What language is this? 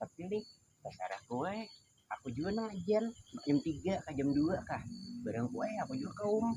Banjar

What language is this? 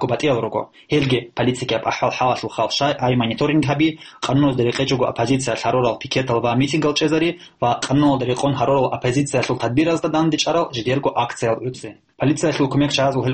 Avaric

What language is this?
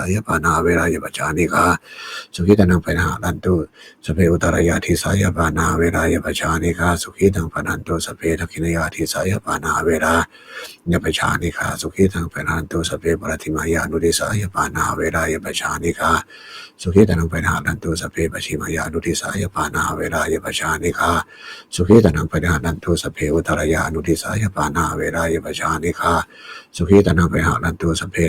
Pali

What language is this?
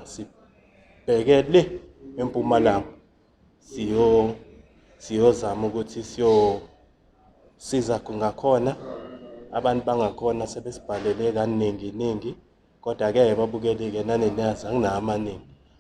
Zulu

